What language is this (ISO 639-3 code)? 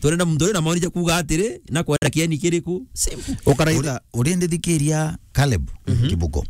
mer